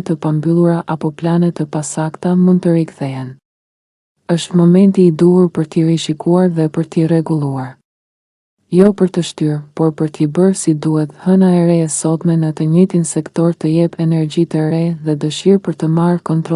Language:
Albanian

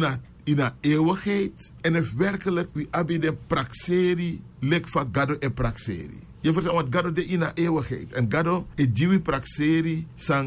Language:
Sranan Tongo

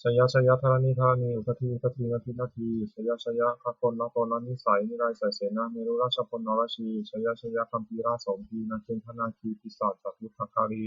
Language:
Pali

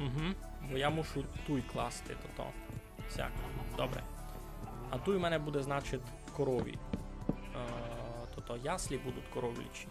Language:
Rusyn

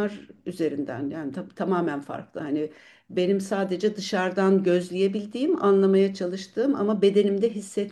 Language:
Turkish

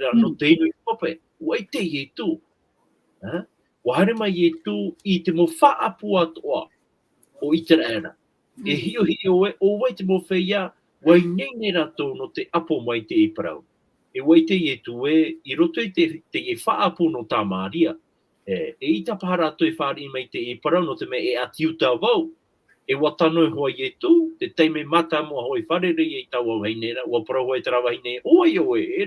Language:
Tahitian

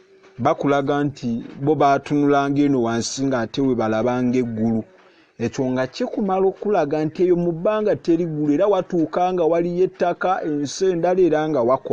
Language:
Ganda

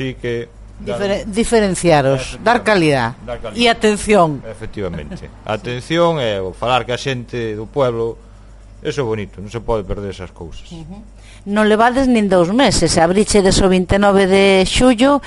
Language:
Galician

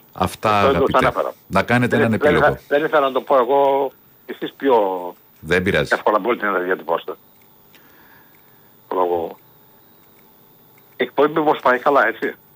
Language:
Greek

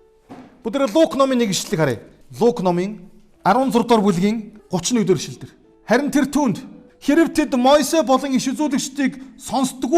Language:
Mongolian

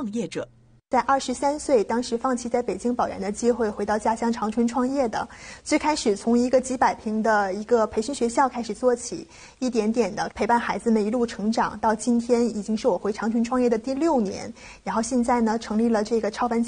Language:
Chinese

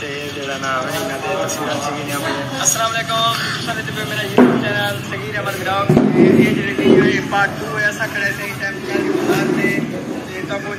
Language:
Saraiki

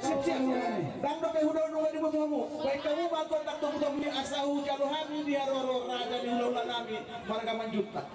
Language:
Batak Toba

